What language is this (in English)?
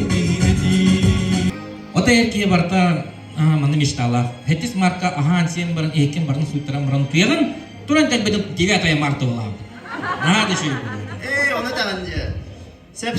Yakut